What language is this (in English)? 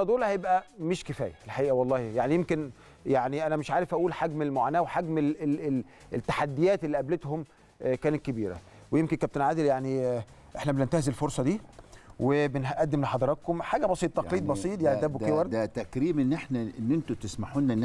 Egyptian Arabic